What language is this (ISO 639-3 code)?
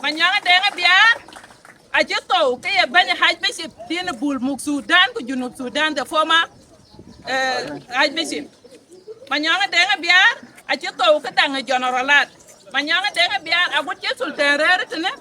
din